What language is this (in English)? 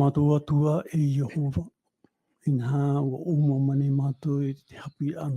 Tahitian